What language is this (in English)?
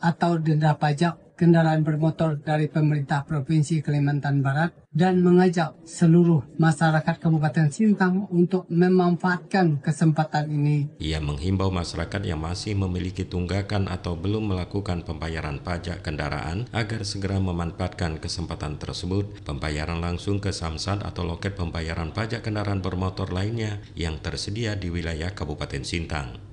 Indonesian